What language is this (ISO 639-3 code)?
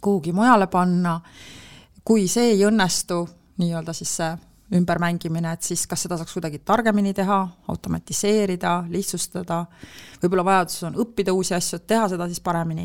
est